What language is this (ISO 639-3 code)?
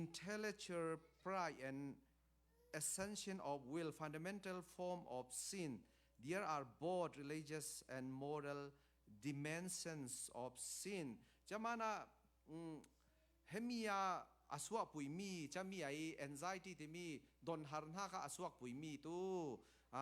cfm